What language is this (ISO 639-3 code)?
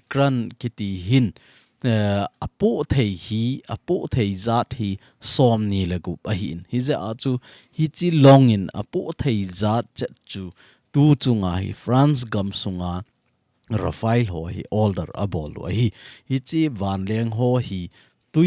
tcz